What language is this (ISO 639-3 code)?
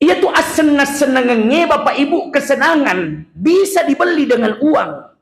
bug